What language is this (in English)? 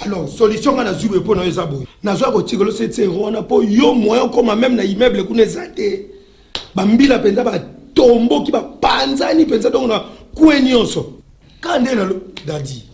Lingala